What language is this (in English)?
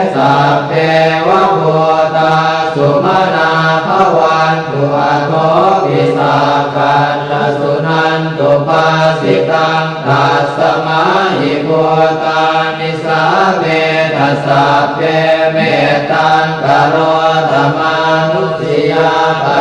Pali